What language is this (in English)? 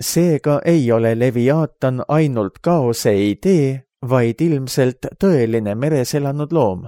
Estonian